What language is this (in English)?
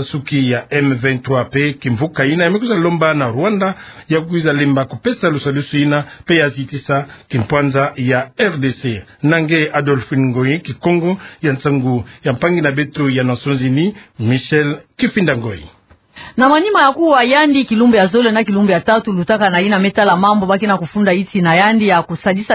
Kituba (Democratic Republic of Congo)